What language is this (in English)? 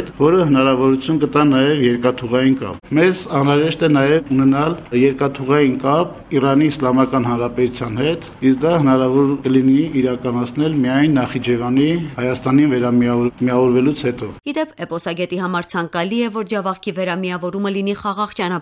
Armenian